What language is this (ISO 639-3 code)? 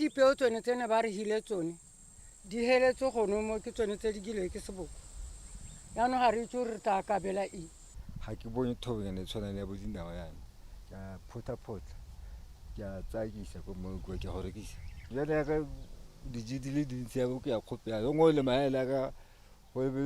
tsn